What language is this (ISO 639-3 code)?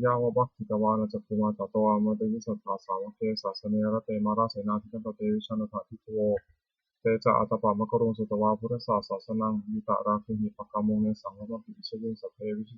pli